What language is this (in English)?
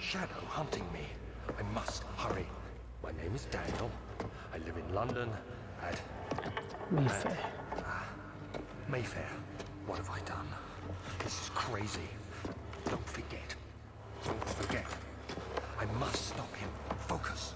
Kalaallisut